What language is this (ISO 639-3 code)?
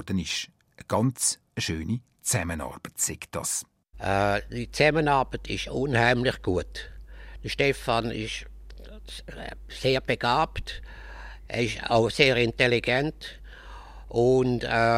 deu